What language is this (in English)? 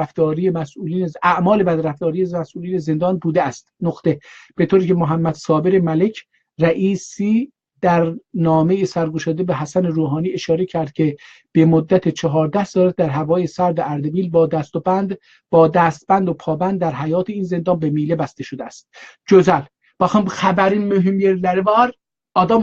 South Azerbaijani